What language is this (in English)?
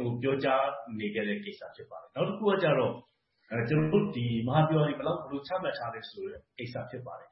Burmese